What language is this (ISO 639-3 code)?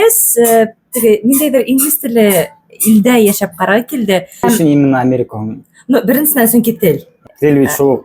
bak